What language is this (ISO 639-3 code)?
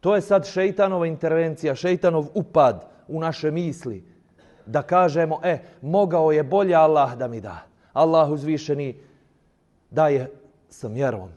bos